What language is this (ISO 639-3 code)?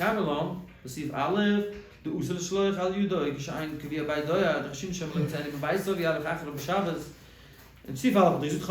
yid